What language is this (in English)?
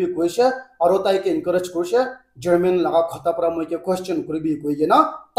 Naga Pidgin